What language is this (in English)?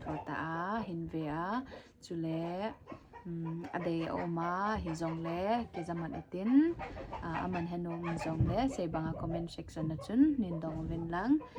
Thado Chin